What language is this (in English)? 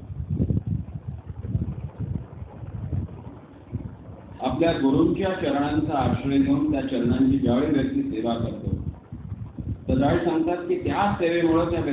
Marathi